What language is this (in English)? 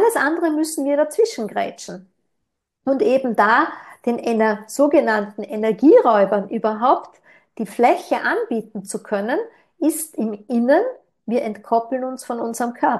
German